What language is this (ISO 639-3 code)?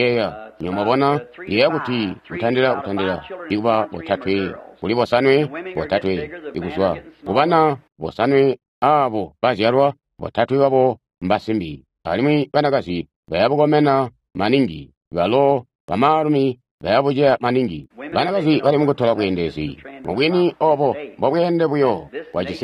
toi